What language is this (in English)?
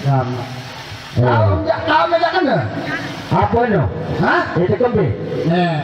Sasak